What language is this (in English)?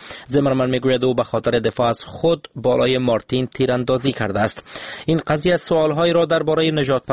Persian